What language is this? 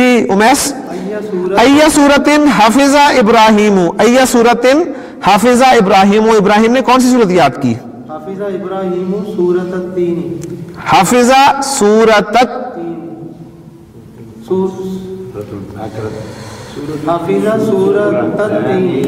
Urdu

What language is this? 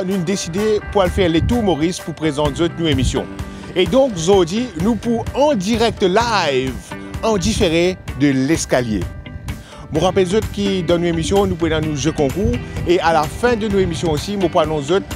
Morisyen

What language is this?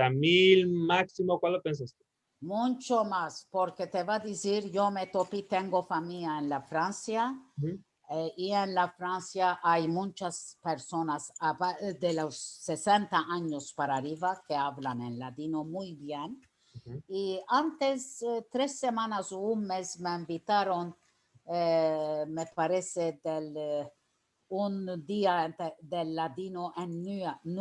Ladino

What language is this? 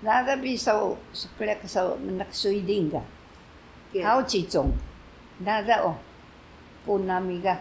Taroko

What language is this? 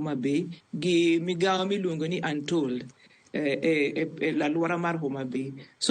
Luo (Kenya and Tanzania)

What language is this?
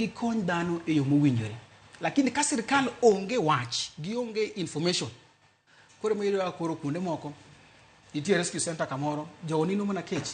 Luo (Kenya and Tanzania)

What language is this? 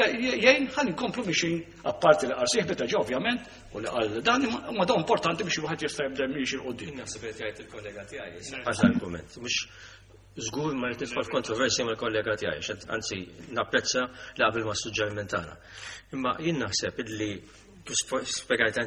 Maltese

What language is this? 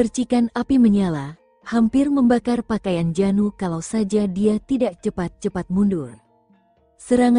Indonesian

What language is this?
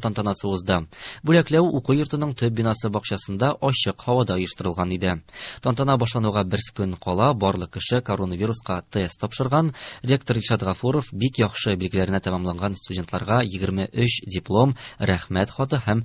Tatar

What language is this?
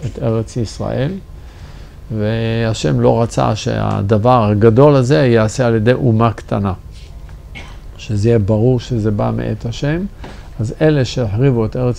Hebrew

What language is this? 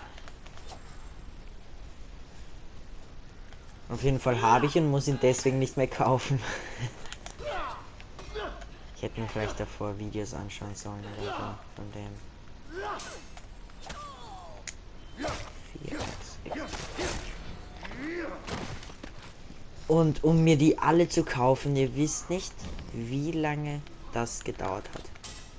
German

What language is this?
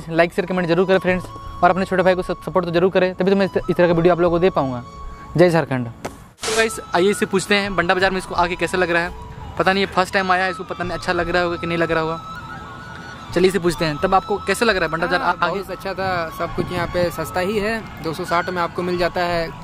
Hindi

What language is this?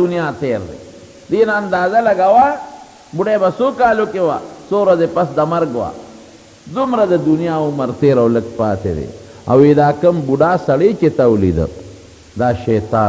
Pashto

